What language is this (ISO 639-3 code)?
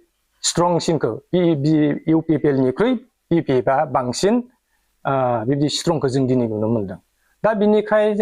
brx